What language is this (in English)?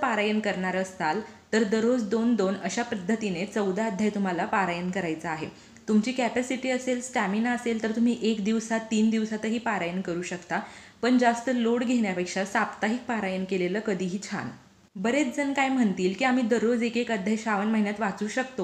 Marathi